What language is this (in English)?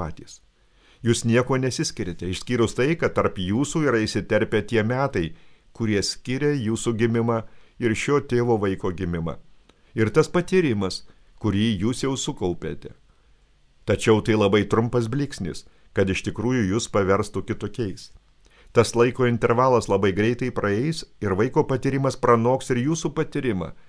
Lithuanian